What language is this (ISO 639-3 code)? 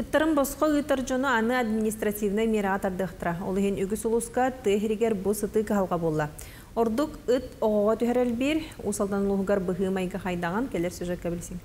sah